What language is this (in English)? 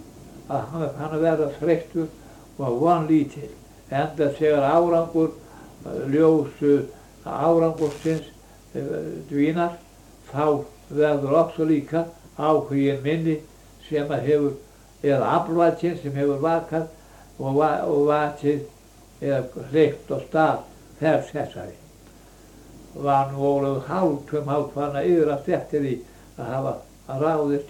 Icelandic